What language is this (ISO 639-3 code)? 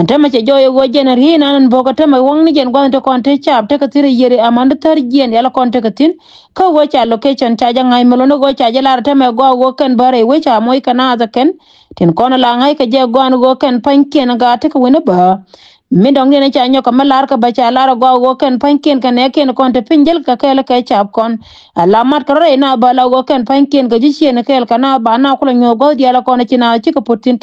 nus